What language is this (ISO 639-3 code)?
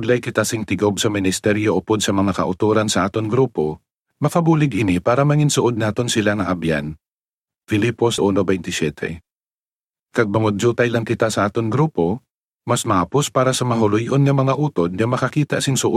hil